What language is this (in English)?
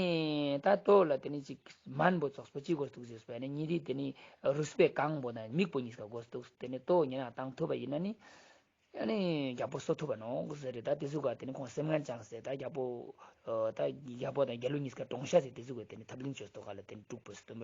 Ladakhi